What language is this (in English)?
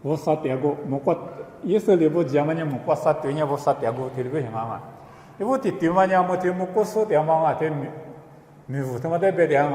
Lisu